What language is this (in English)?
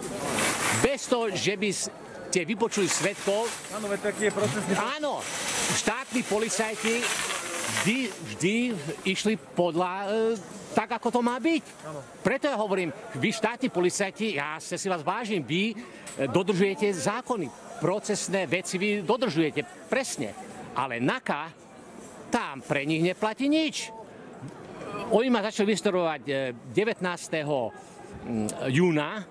Slovak